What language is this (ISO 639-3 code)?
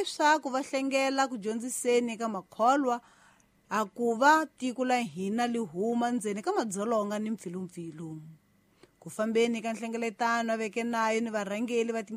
tso